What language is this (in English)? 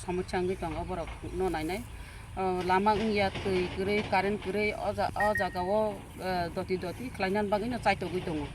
Kok Borok